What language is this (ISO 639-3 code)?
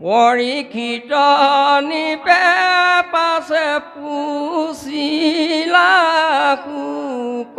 asm